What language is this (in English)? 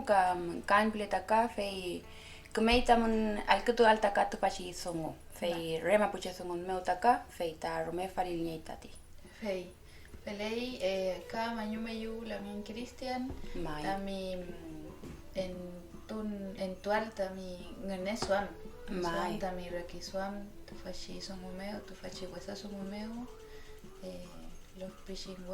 Mapuche